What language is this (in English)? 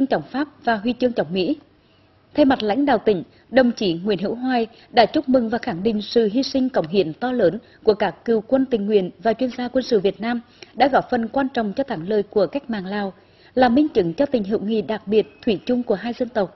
Vietnamese